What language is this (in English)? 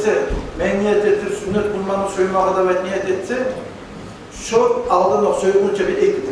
Kumyk